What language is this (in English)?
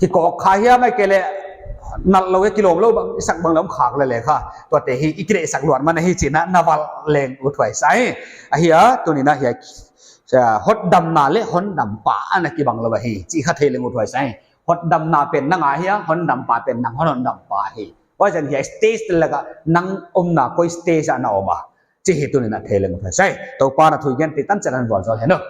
Paite Chin